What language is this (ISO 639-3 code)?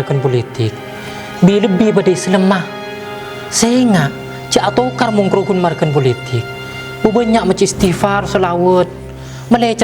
mad